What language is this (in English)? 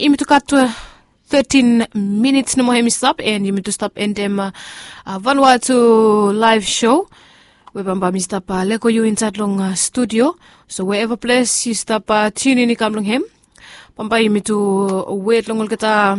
Bislama